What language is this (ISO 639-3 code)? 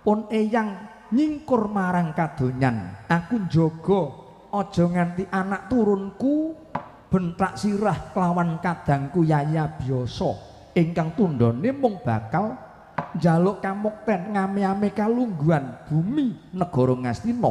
jav